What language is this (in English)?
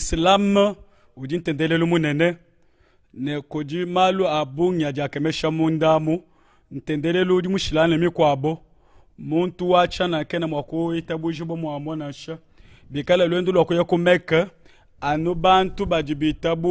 Luba-Lulua